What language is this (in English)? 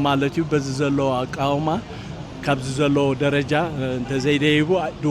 Tigrinya